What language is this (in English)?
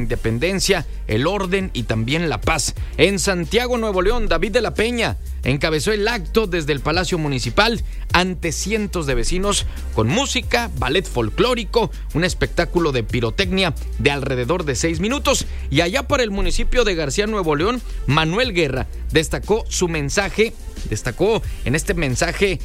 Spanish